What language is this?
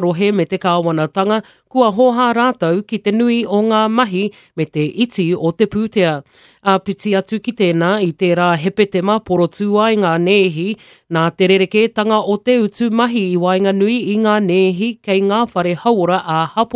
Māori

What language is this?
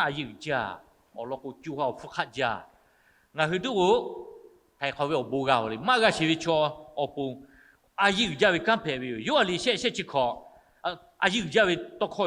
Lahu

